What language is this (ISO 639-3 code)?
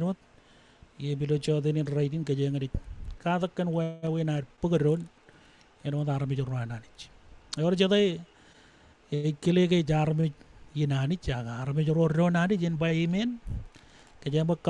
mah